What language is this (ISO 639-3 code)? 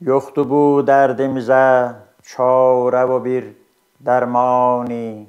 azb